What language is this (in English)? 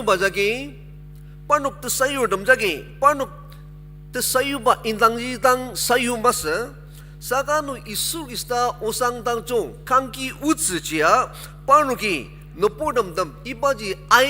Ao Naga